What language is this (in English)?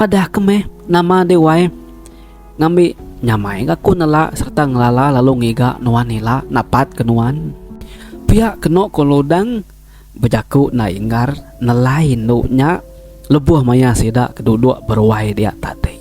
Iban